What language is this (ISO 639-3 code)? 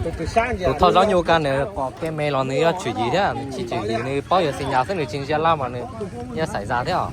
hmn